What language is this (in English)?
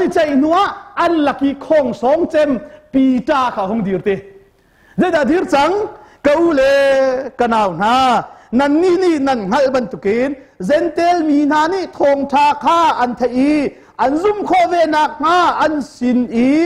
Hakha Chin